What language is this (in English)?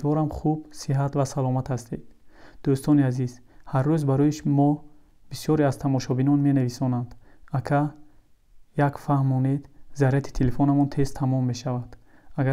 Tajik